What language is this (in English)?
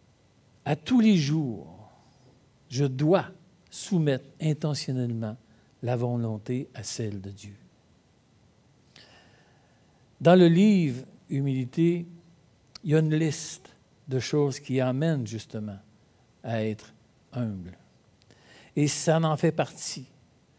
French